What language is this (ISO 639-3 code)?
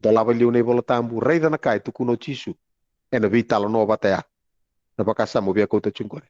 fij